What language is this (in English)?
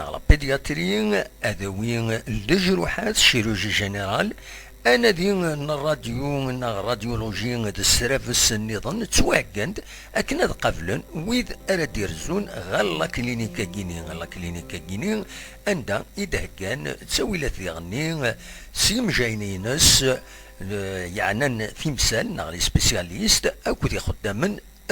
Kabyle